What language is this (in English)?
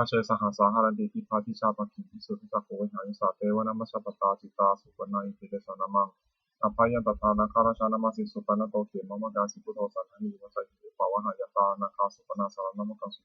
Pali